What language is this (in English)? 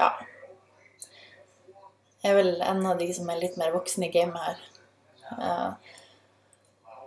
Norwegian